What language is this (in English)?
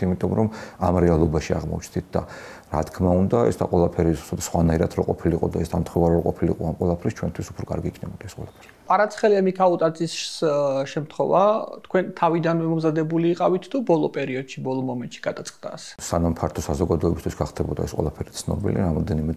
Georgian